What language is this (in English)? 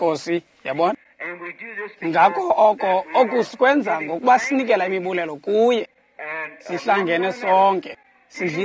Xhosa